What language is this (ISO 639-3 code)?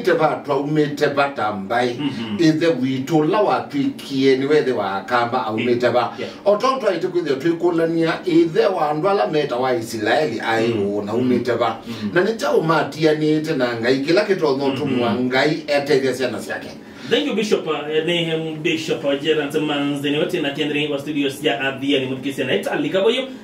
kam